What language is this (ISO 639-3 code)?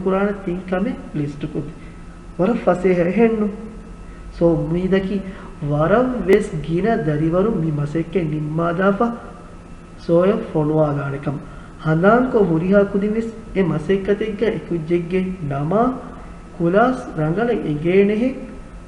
div